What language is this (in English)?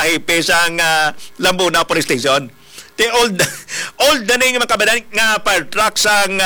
Hiligaynon